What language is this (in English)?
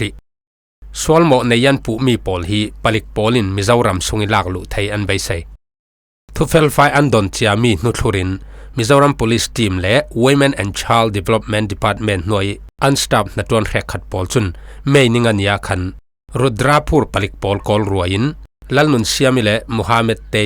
Falam Chin